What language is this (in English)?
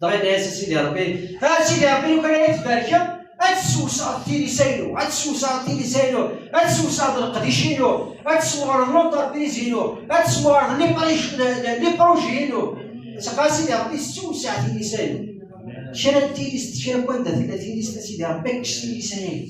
Kabyle